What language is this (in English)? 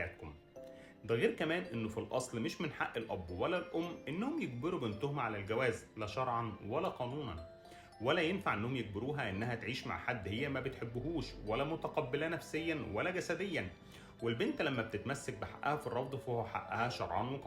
Egyptian Arabic